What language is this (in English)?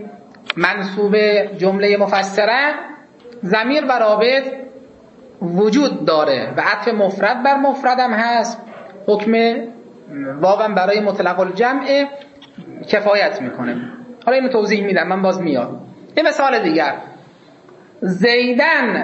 Persian